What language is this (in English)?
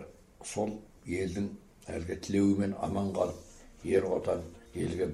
Kazakh